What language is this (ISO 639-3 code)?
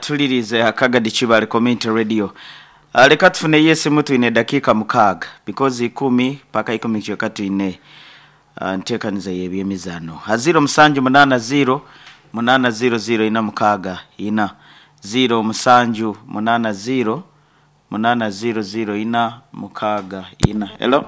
nyn